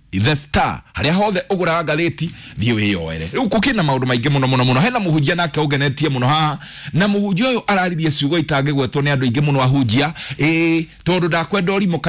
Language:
Kikuyu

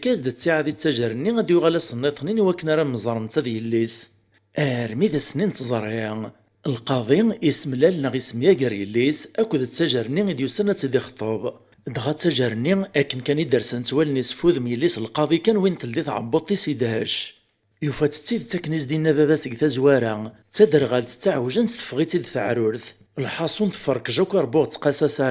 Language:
Kabyle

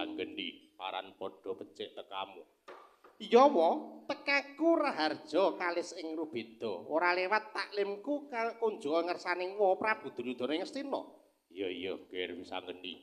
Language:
Javanese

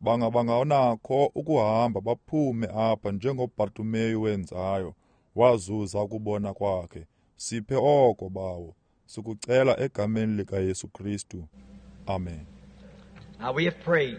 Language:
Xhosa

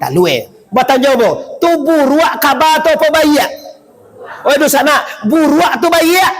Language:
Minangkabau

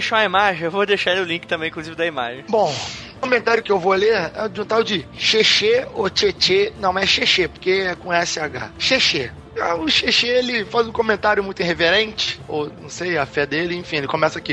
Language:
Portuguese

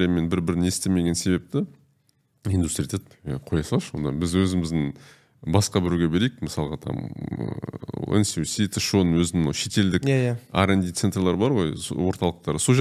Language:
Kazakh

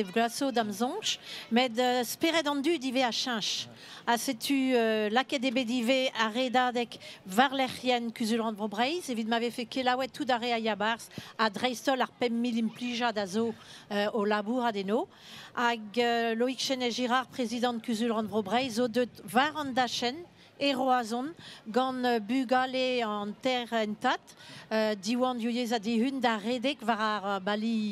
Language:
Breton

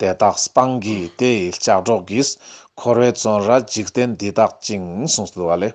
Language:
Ladakhi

